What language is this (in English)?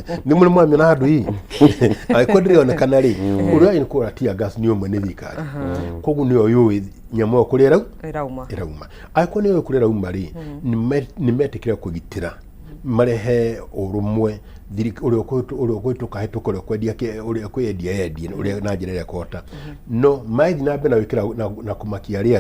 Kikuyu